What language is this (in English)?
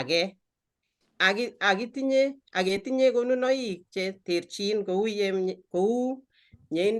Kalenjin